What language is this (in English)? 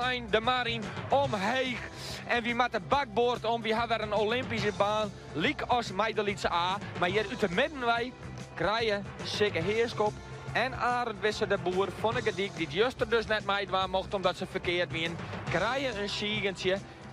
Western Frisian